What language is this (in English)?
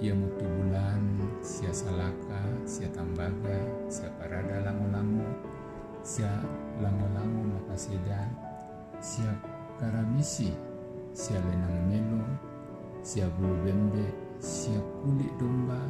Toraja-Sa'dan